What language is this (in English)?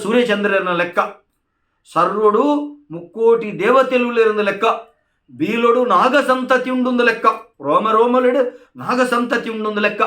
Tulu